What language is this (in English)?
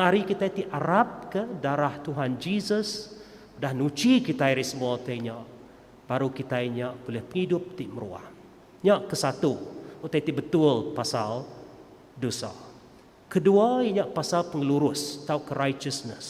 Iban